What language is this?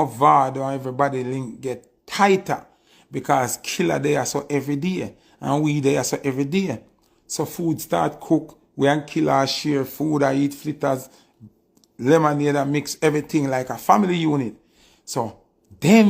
Jamaican Creole English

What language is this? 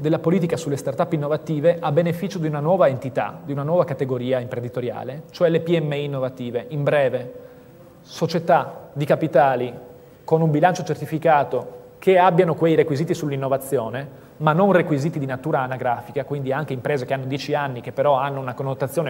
Italian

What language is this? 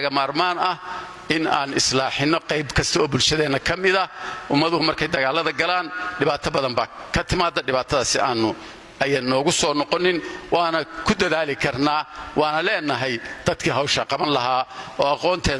Somali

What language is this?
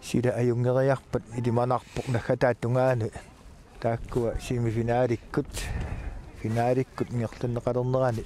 Kalaallisut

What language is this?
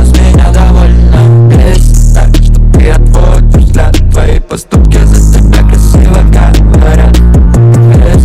Russian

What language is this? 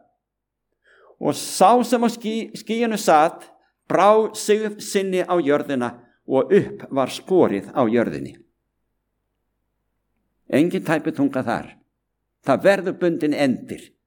Icelandic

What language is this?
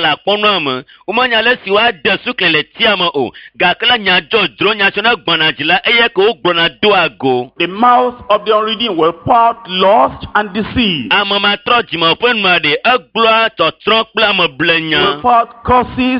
Ewe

